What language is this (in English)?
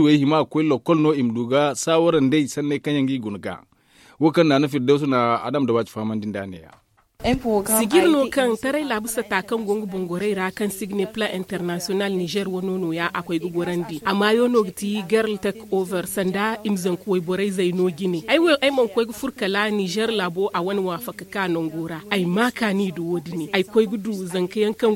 Zarma